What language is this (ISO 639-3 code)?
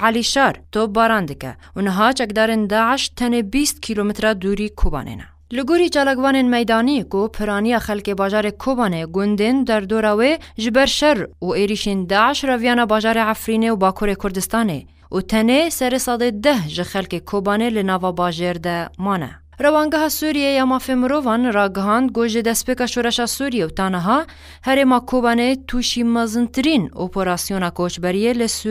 kur